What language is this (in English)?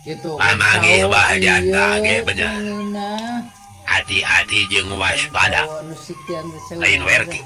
Sundanese